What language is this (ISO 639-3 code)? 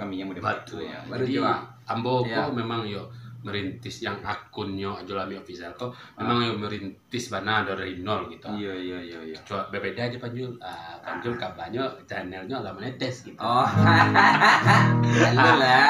min